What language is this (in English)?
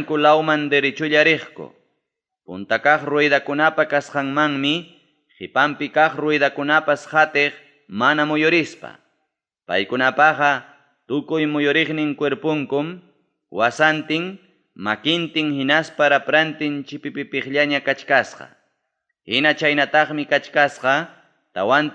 Ayacucho Quechua